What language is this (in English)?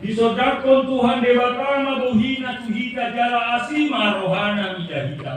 Batak Toba